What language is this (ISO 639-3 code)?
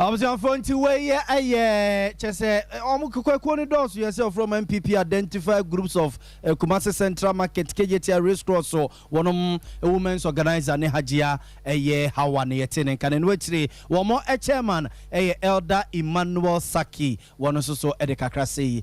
aka